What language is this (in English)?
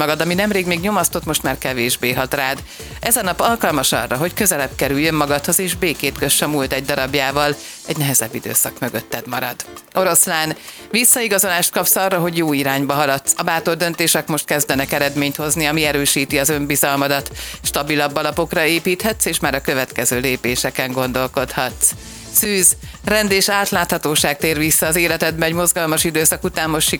Hungarian